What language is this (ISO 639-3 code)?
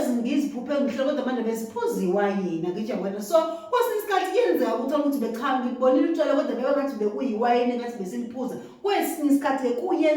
zul